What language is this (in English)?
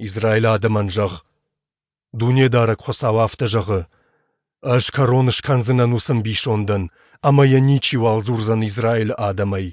Ossetic